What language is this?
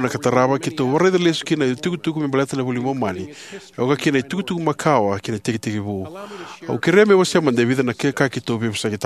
Fijian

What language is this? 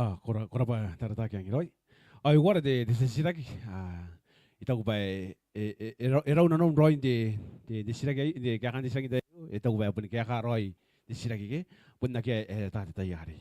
Gilbertese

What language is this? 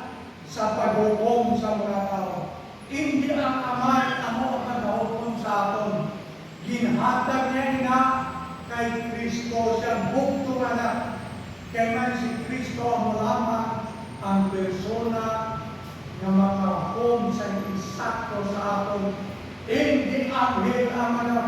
Hiligaynon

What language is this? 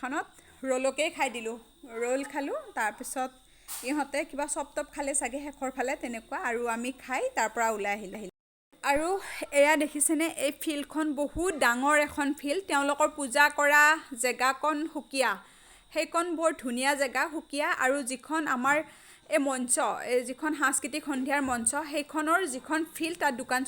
Assamese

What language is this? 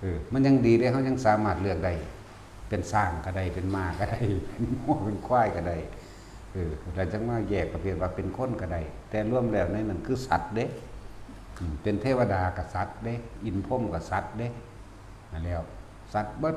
Northeastern Thai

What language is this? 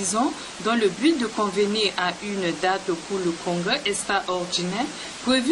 Sango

